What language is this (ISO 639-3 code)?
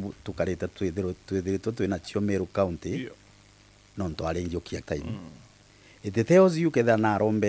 mer